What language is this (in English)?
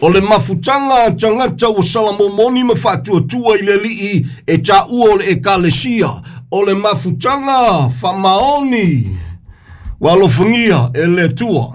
Samoan